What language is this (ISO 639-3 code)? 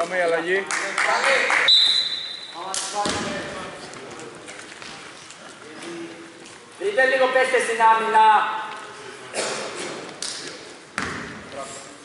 ell